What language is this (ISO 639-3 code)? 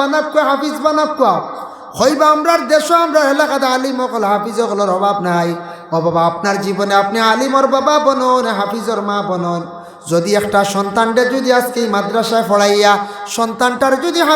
syl